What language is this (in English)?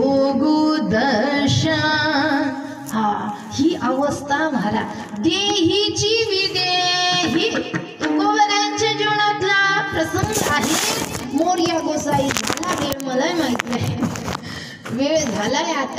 Marathi